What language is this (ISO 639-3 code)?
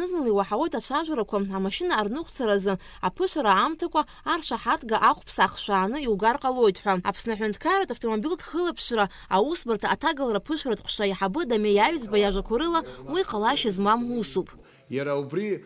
abk